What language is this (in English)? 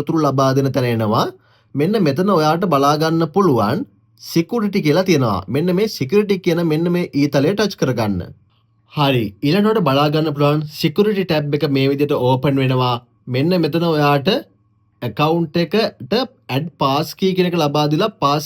Sinhala